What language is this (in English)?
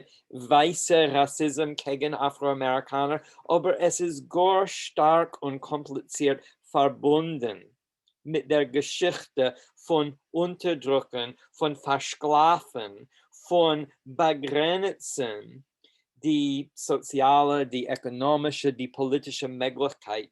Yiddish